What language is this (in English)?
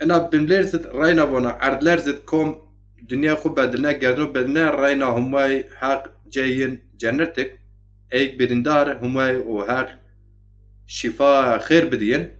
Zaza